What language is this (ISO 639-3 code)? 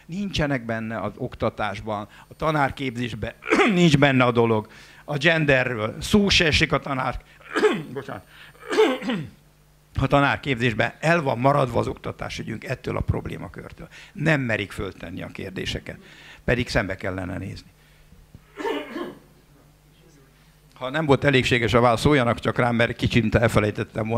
hun